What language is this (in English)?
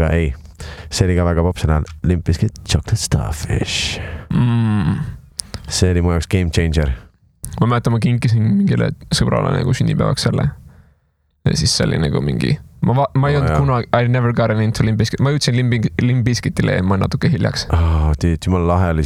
Estonian